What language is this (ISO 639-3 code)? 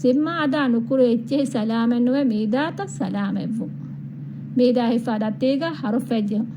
div